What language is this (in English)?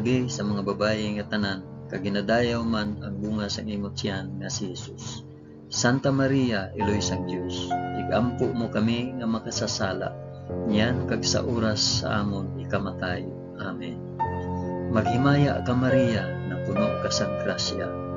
Hiligaynon